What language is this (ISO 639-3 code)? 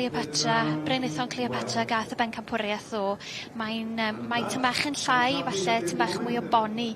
cym